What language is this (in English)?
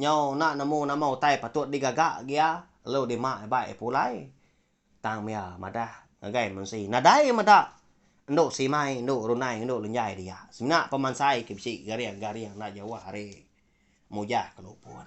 Iban